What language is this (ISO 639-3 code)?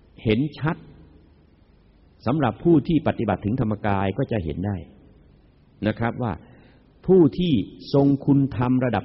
tha